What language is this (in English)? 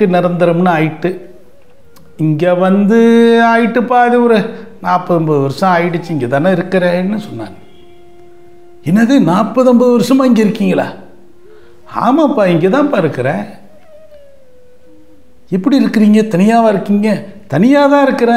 Tamil